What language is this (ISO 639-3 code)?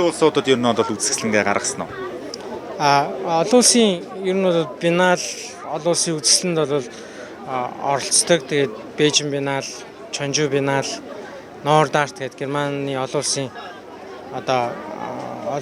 mon